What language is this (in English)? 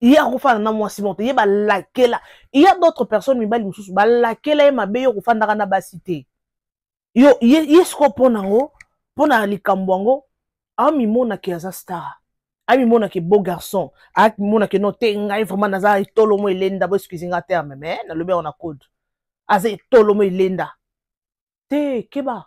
Lingala